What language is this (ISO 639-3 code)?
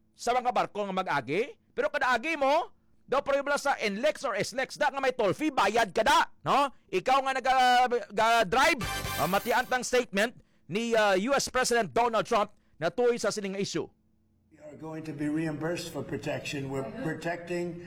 hil